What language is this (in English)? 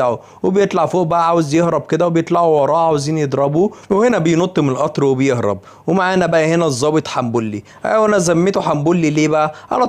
Egyptian Arabic